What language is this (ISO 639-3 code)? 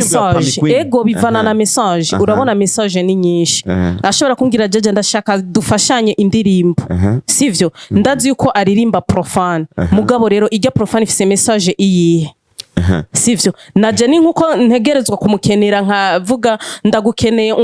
run